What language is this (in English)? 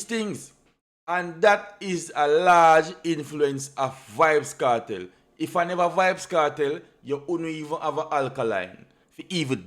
Jamaican Creole English